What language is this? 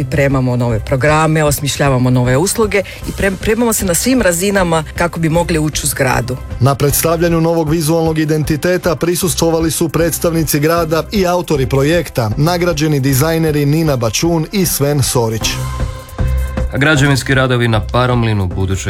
Croatian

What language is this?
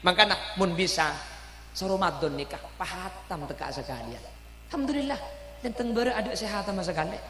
Madurese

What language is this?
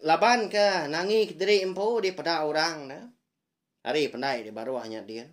Iban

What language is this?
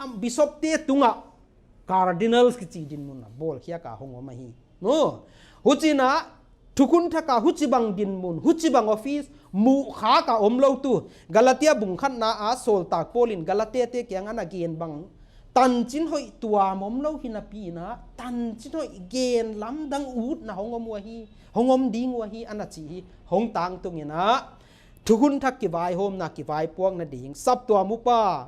Paite Chin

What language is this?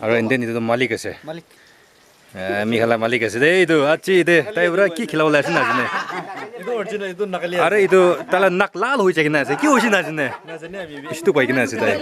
Naga Pidgin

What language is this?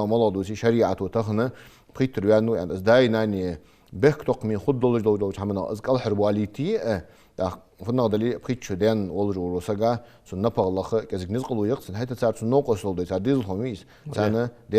Ingush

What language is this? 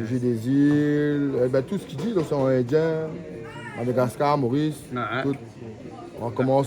Réunion Creole French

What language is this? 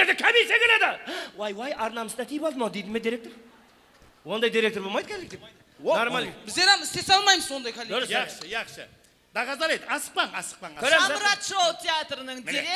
Kara-Kalpak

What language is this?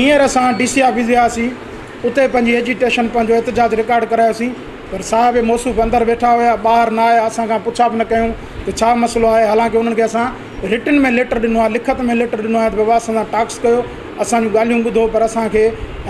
Sindhi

